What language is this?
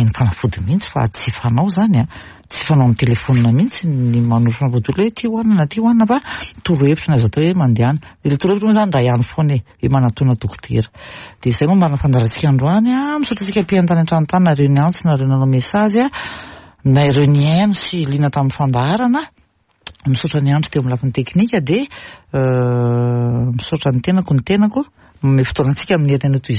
Malagasy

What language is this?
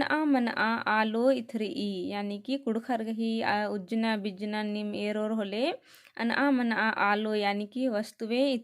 Kurukh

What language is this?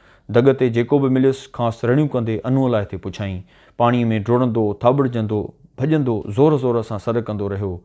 Sindhi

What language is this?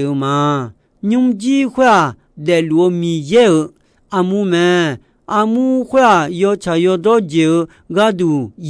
Akha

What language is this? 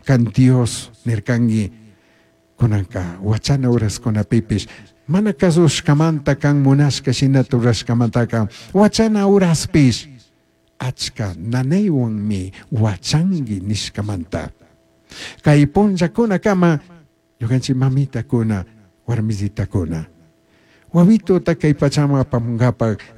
Chimborazo Highland Quichua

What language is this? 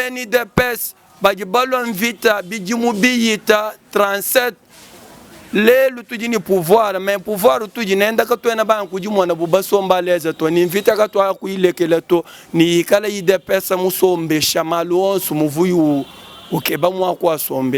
Luba-Lulua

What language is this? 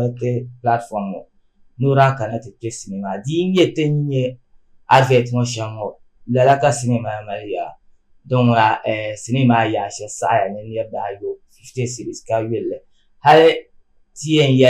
Dagbani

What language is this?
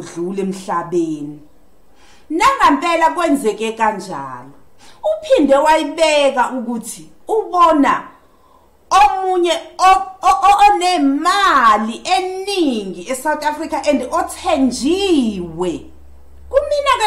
Zulu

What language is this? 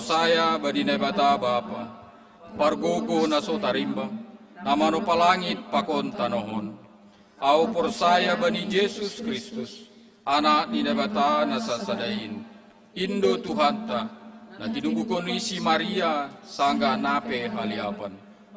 Batak Simalungun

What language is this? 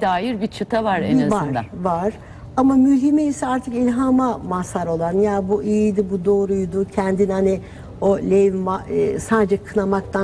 Turkish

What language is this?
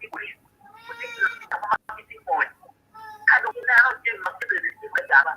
Acoli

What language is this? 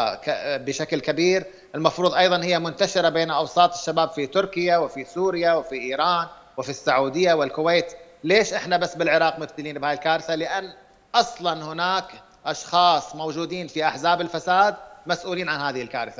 Mesopotamian Arabic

